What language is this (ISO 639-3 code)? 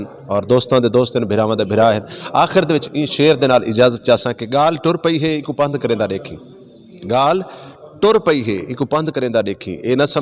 skr